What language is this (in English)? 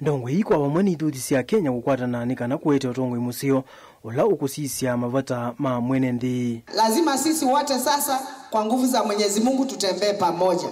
Kamba